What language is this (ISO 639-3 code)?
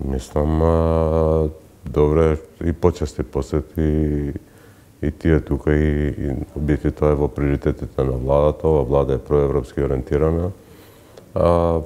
mkd